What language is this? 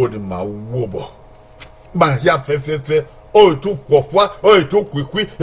Bini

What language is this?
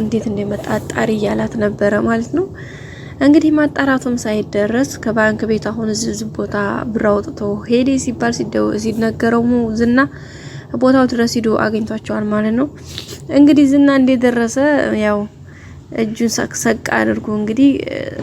Amharic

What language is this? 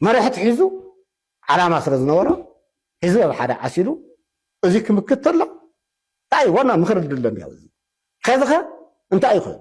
Tigrinya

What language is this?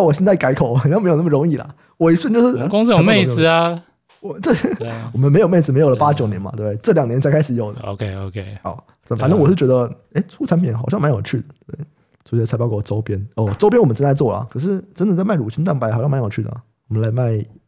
Chinese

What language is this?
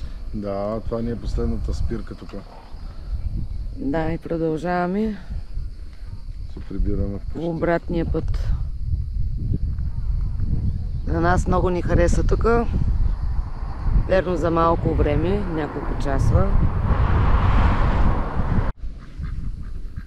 Bulgarian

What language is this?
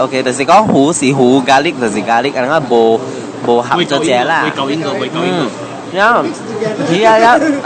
Min Nan Chinese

